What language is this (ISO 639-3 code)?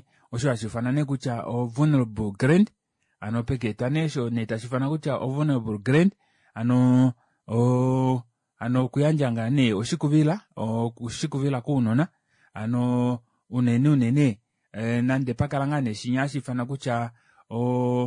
kua